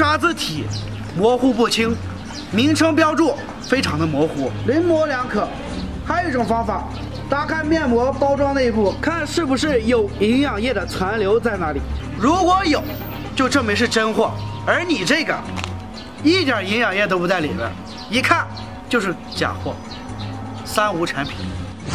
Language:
Chinese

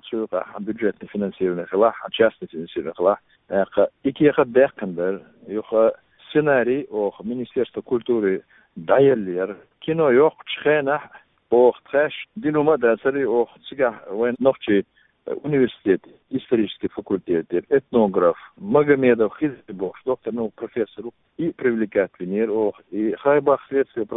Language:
Chechen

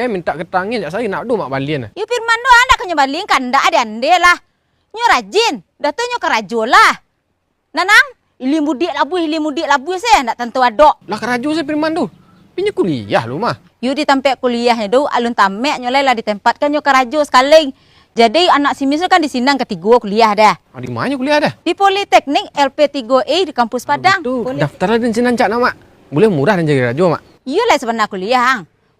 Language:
Minangkabau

